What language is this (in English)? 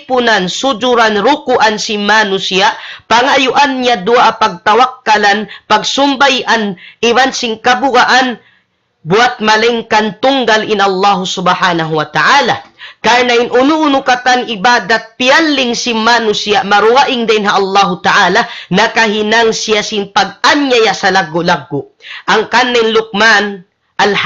Tausug